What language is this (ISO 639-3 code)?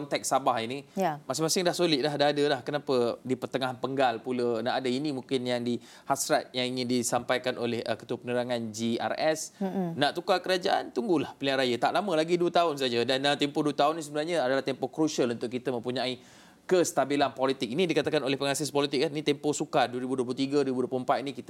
msa